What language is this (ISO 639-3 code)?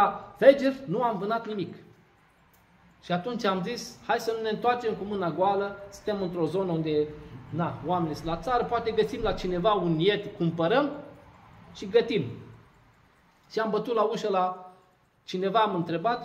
ron